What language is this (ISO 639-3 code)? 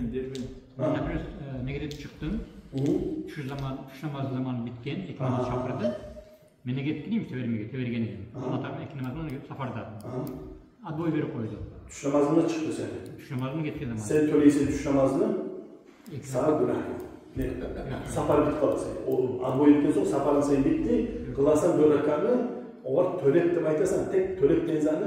kum